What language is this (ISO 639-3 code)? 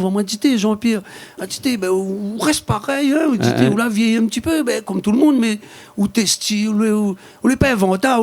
rcf